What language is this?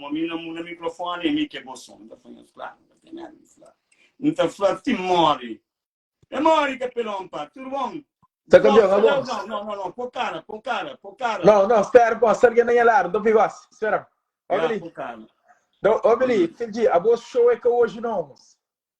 Kabuverdianu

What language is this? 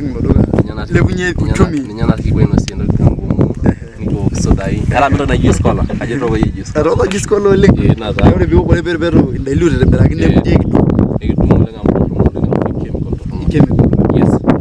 Masai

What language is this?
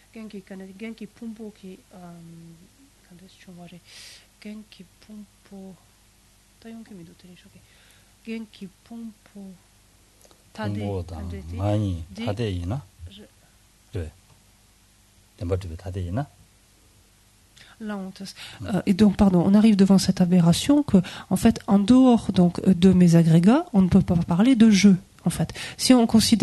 French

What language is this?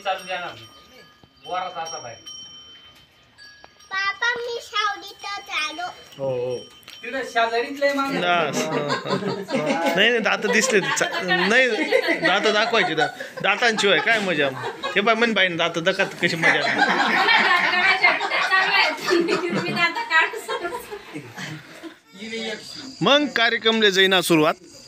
Ahirani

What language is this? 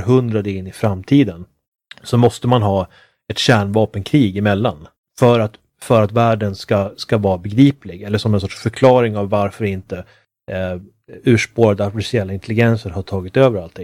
Swedish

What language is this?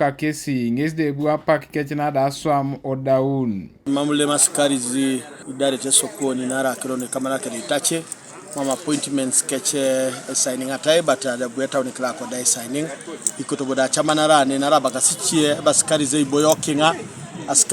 Teso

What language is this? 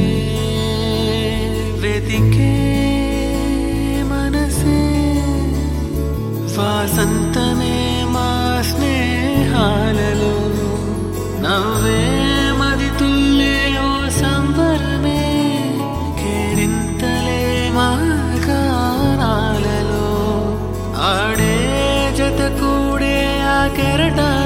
Telugu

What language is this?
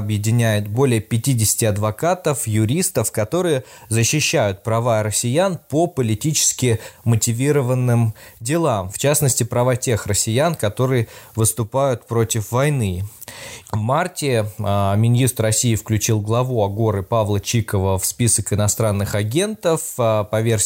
Russian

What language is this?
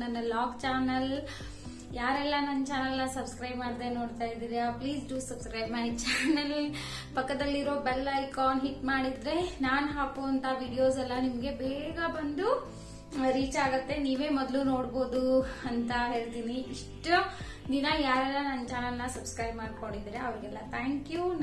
Kannada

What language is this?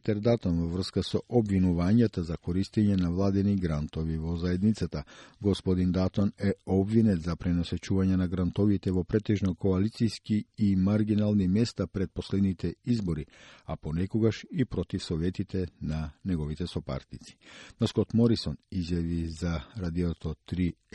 Macedonian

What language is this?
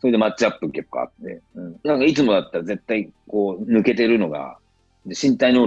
Japanese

